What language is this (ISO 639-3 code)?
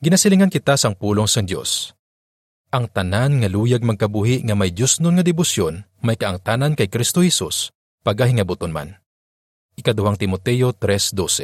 hil